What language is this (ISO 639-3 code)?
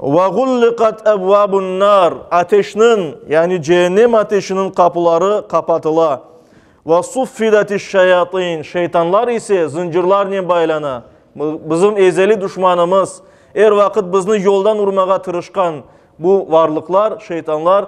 crh